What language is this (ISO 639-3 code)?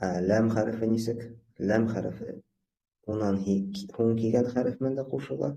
bak